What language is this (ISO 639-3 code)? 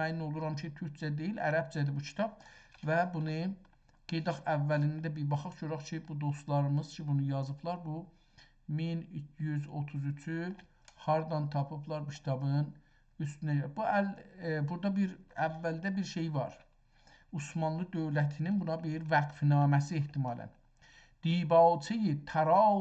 azb